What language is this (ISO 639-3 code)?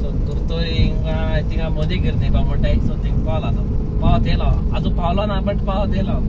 kok